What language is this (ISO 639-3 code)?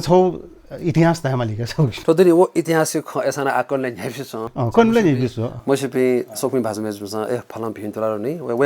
new